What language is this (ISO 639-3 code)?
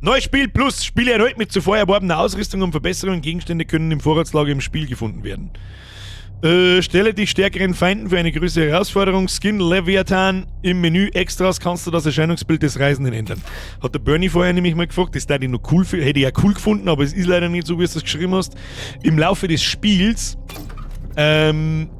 bar